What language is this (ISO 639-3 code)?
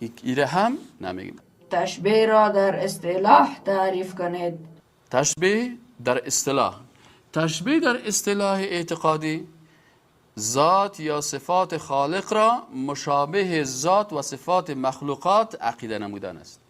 fas